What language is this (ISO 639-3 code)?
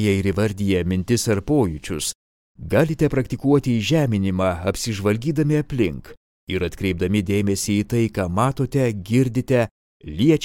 lit